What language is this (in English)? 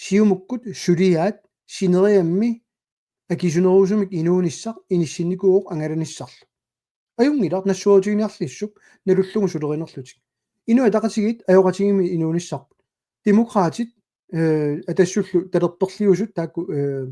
Kalaallisut